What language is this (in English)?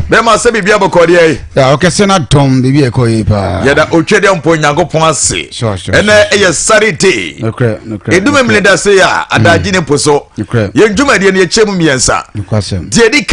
Akan